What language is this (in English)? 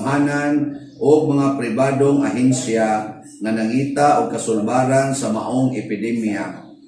Cebuano